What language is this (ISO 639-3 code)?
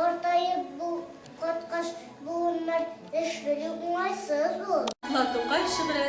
tat